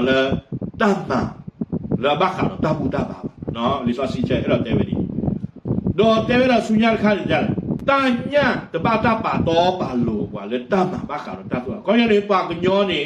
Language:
S'gaw Karen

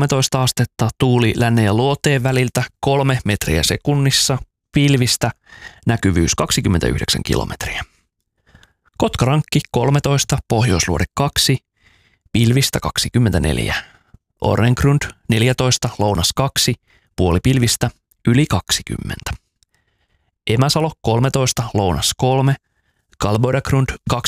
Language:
Finnish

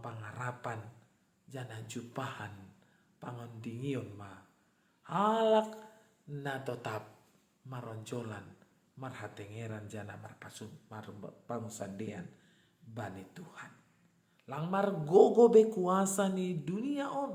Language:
Batak Simalungun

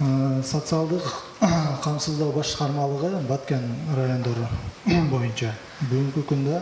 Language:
Kyrgyz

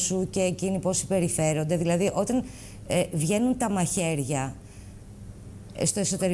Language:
Greek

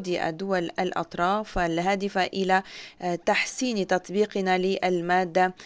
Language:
Arabic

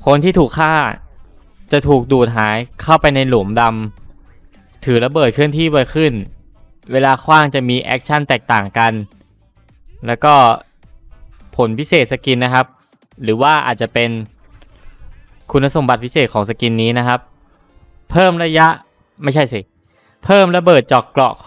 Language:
Thai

